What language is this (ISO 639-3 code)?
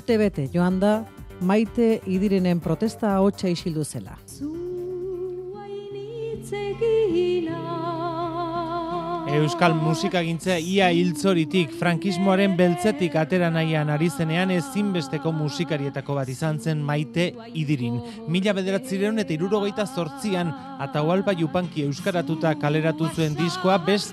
eus